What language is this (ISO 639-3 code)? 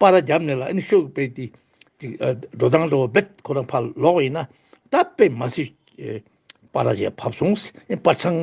bod